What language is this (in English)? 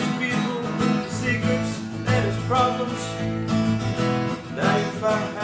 English